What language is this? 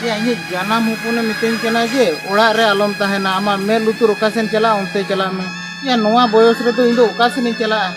Santali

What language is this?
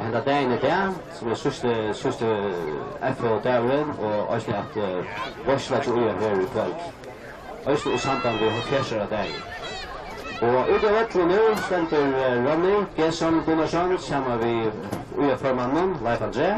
Faroese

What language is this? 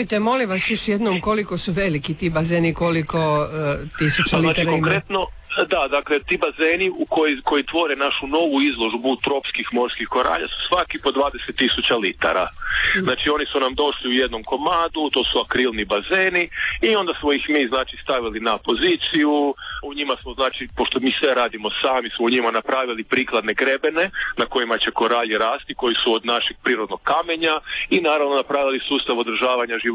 Croatian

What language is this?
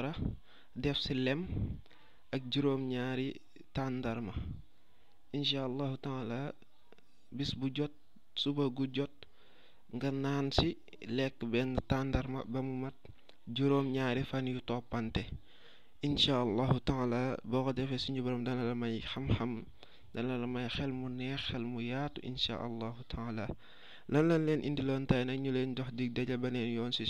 Wolof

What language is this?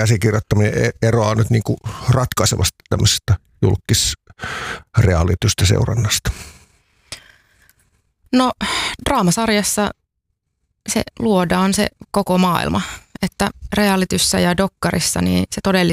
Finnish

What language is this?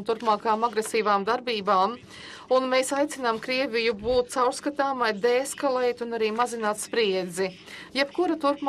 Latvian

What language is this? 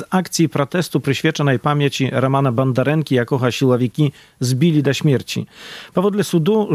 Belarusian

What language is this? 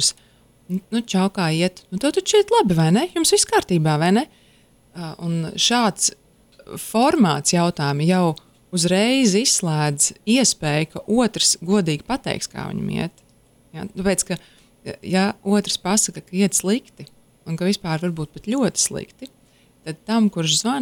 Latvian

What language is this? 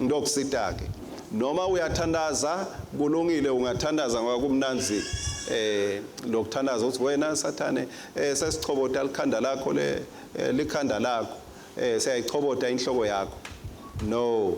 Swati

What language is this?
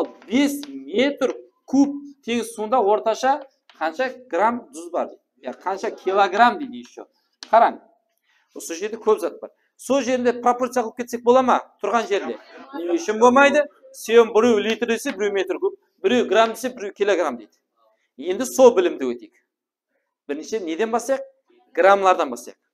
Kara-Kalpak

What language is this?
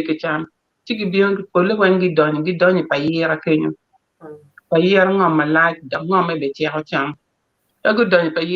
Acoli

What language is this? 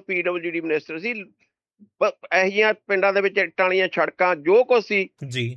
Punjabi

